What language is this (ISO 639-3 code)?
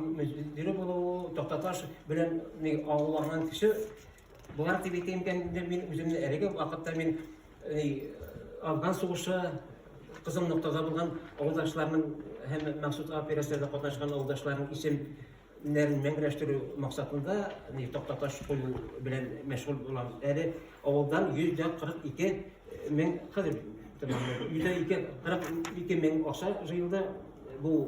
tat